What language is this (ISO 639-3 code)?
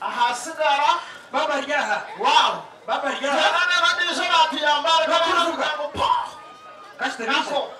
nyn